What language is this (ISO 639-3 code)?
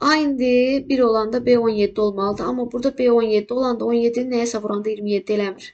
aze